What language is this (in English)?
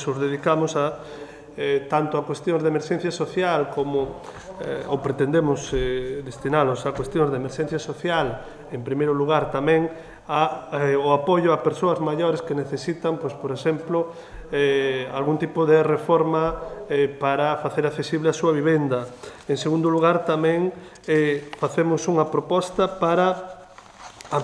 Galician